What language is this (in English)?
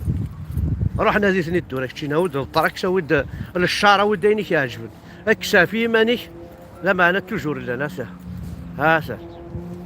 Kabyle